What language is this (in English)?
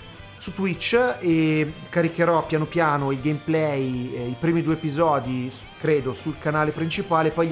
Italian